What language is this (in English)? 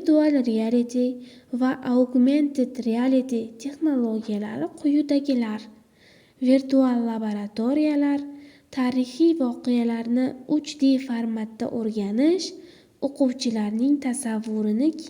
Uzbek